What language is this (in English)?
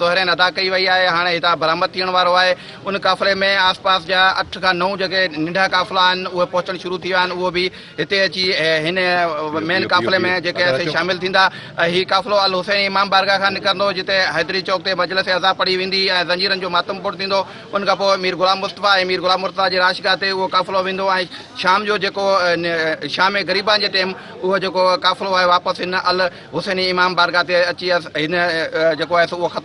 Sindhi